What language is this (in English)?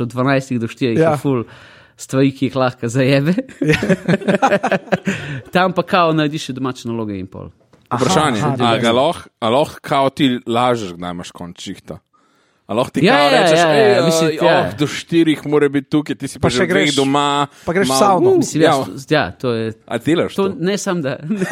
Slovenian